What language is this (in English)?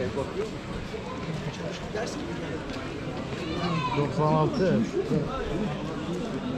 Turkish